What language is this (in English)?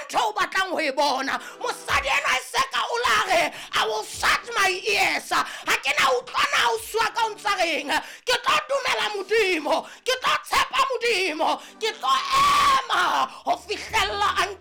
Southern Sotho